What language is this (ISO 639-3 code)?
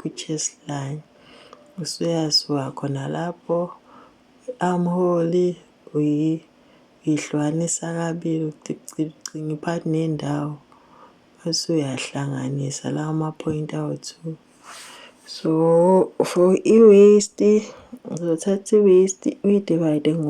zul